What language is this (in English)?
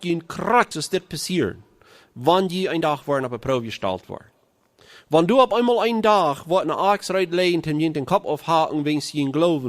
Plautdietsch